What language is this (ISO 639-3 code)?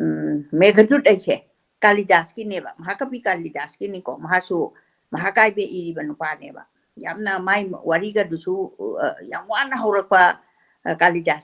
mni